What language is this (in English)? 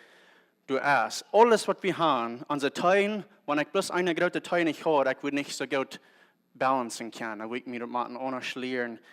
Plautdietsch